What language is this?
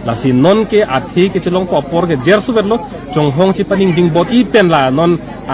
Karbi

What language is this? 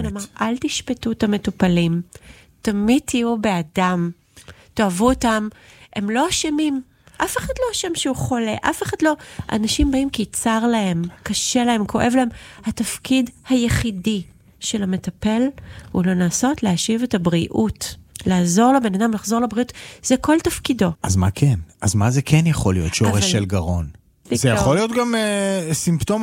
Hebrew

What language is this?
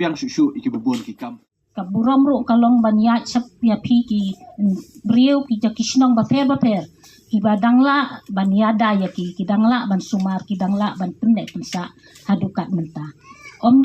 Khasi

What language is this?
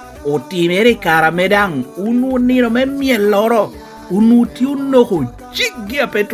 Lango (Uganda)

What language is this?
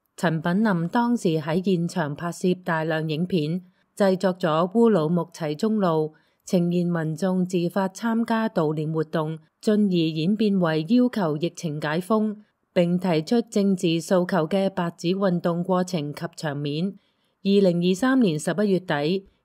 Cantonese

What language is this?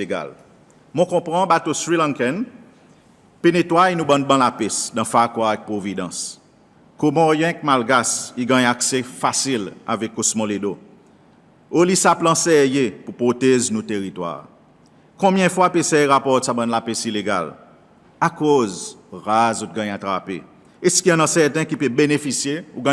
Seselwa Creole French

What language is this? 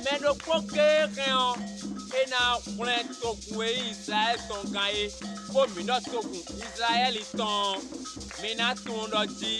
Fon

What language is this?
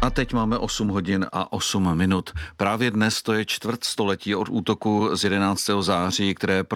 Czech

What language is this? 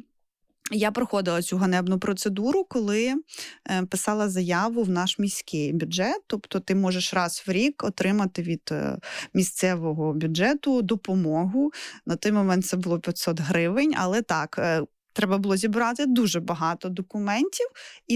Ukrainian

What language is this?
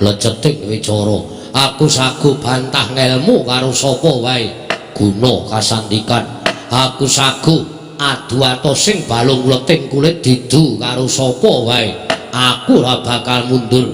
Javanese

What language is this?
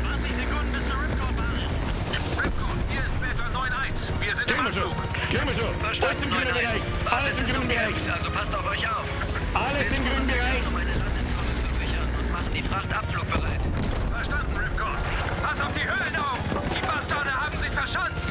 Bavarian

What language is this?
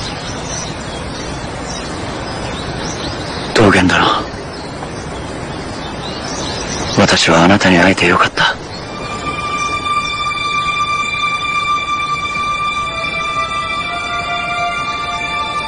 Japanese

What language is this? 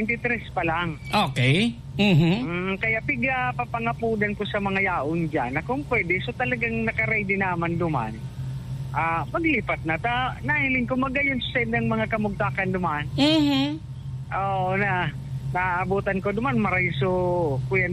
Bikol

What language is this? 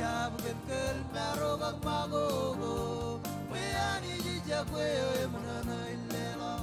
Marshallese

